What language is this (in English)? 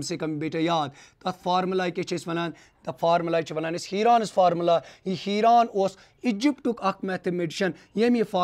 Kashmiri